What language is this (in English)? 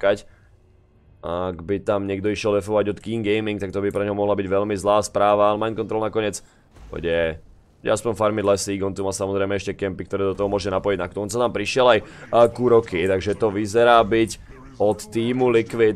Slovak